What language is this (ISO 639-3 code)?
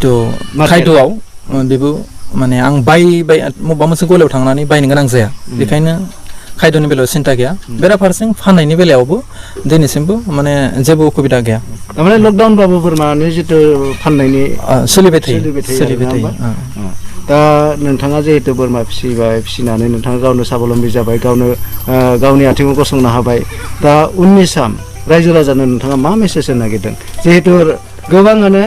brx